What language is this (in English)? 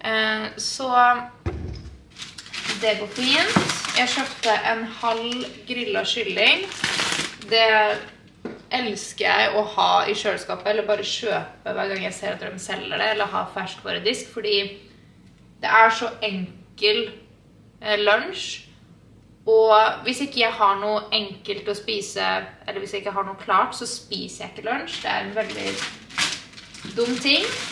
Norwegian